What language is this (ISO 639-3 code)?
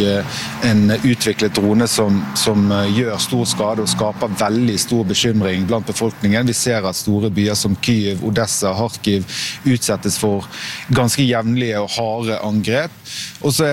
nor